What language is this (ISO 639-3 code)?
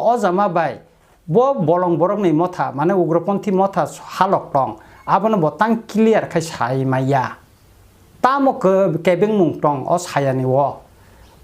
trp